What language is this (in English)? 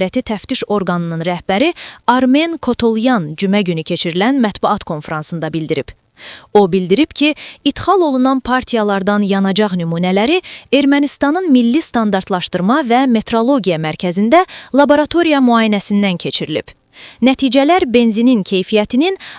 Azerbaijani